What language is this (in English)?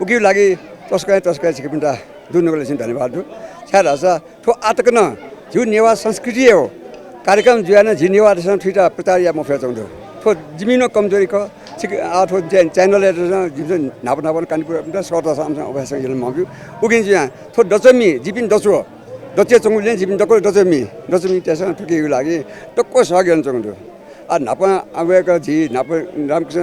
Newari